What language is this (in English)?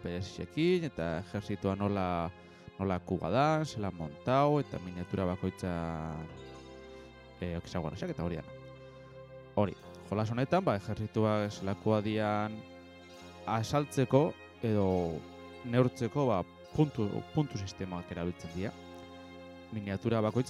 Basque